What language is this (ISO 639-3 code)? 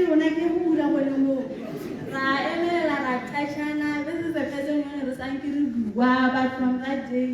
tsn